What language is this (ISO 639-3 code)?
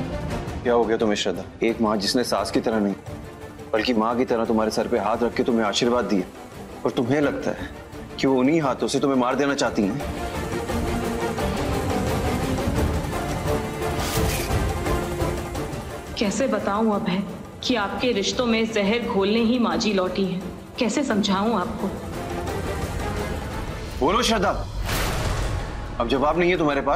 hin